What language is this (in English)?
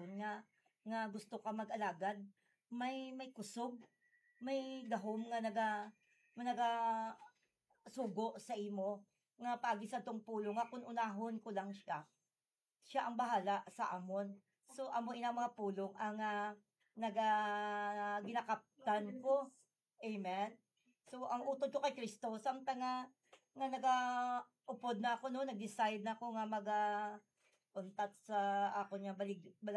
Hiligaynon